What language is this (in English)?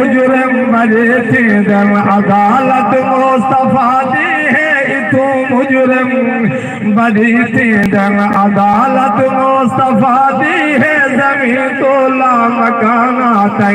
Saraiki